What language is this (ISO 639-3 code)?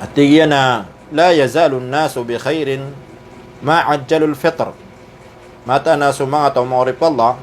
mrw